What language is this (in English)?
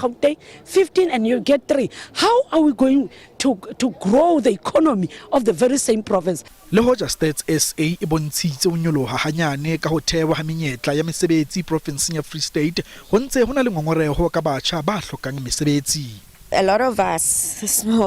Southern Sotho